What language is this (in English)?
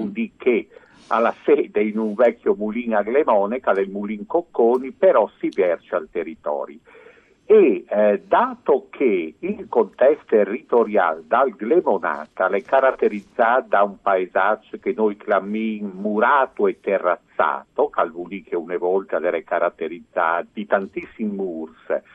Friulian